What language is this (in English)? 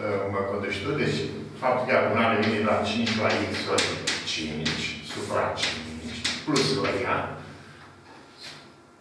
Romanian